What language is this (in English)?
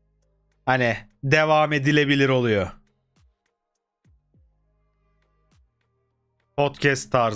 Turkish